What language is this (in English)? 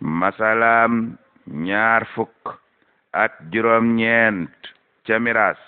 Wolof